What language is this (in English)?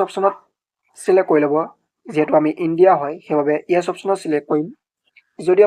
Assamese